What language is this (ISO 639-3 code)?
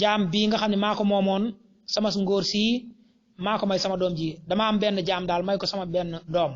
wol